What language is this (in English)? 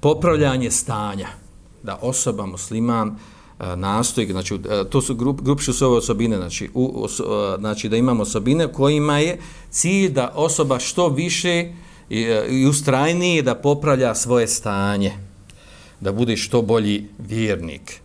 Bosnian